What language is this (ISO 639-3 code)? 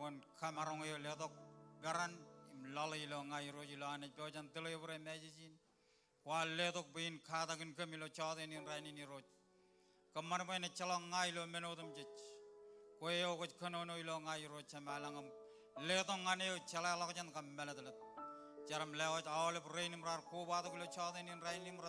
mah